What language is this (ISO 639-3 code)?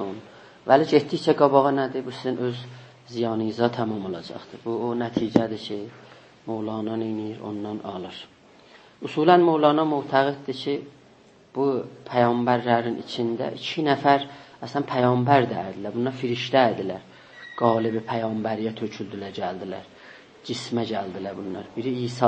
azb